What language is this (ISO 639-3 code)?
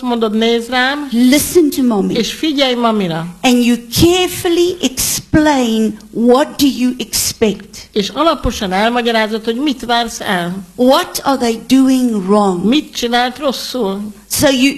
hun